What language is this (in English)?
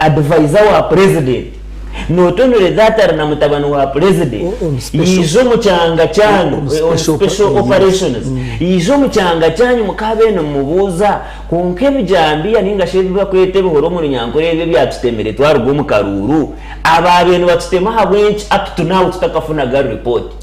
Nyankole